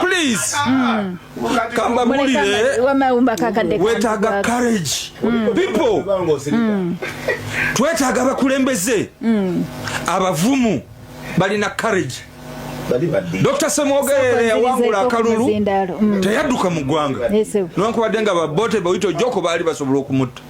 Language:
Ganda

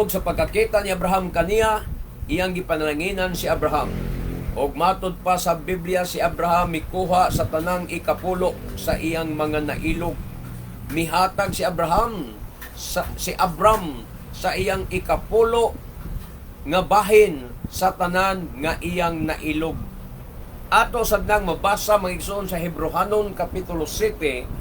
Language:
Cebuano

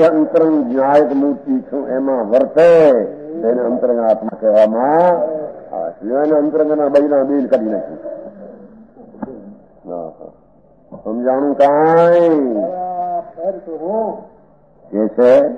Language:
Gujarati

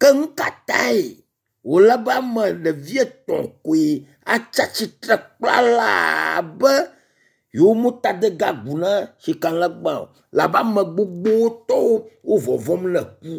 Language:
Ewe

